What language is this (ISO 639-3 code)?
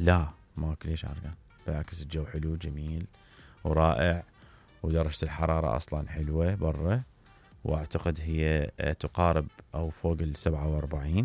acm